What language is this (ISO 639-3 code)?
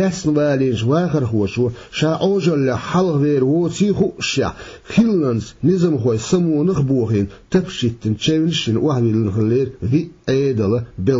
che